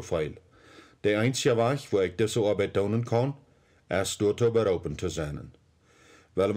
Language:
Plautdietsch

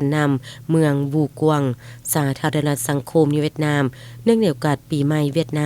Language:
Lao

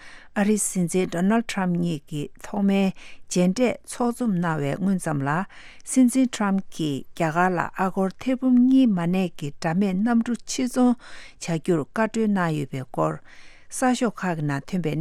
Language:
Tibetan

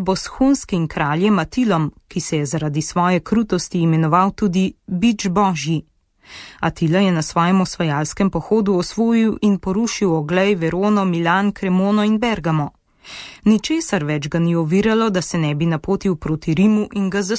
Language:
Slovenian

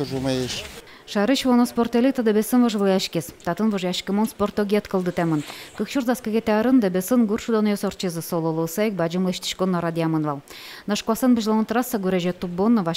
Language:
Udmurt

